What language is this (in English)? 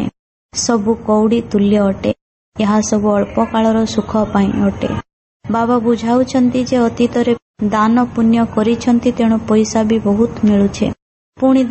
Odia